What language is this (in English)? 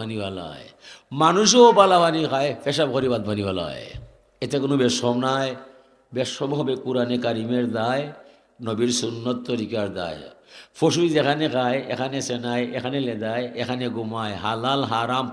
Sylheti